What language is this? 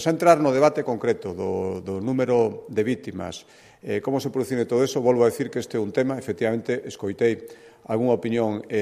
Galician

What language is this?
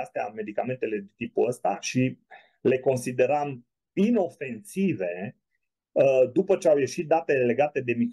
Romanian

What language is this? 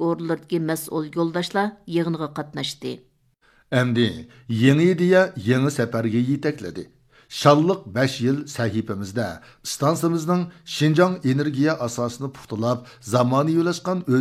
Uyghur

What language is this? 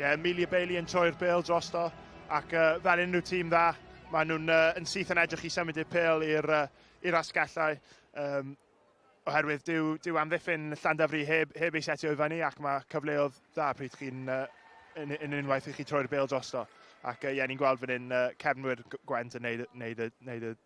Welsh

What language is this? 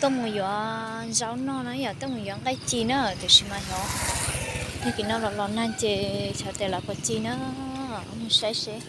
Hmong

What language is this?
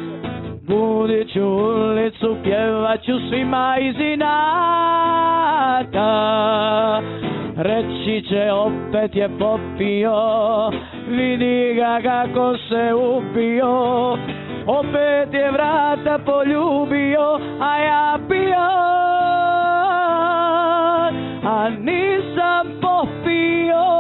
Serbian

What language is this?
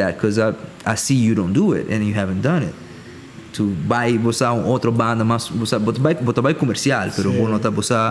Papiamento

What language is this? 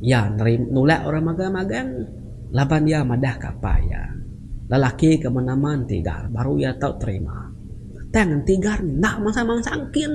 Iban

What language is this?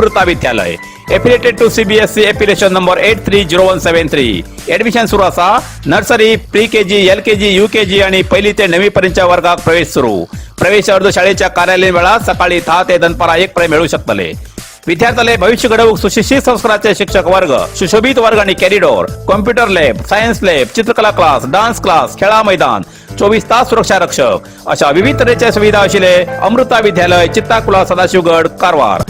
Konkani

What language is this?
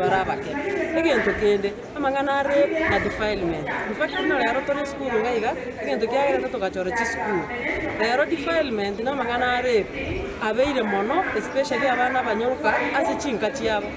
Gusii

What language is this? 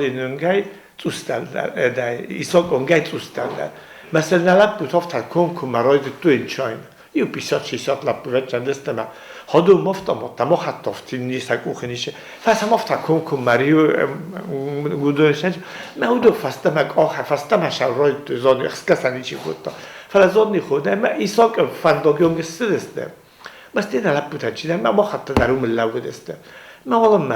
Ossetic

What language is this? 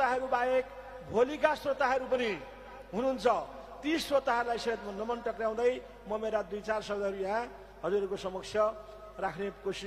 Nepali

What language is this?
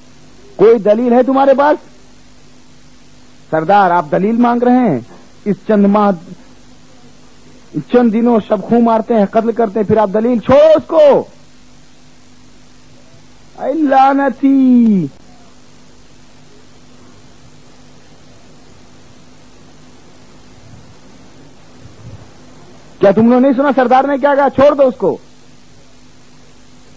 Urdu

